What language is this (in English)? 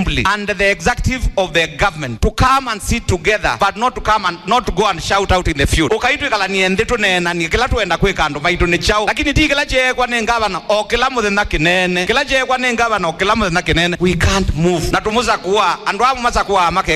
Kamba